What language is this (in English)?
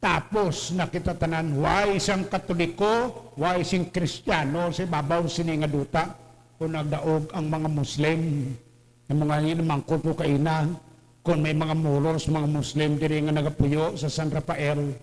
Hiligaynon